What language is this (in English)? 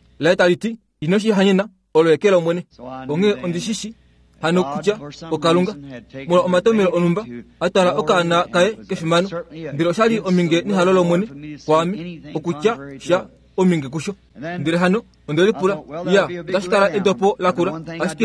Kuanyama